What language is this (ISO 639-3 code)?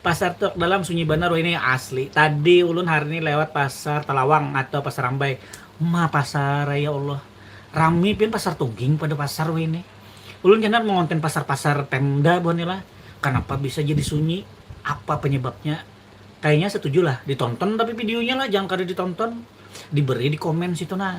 bjn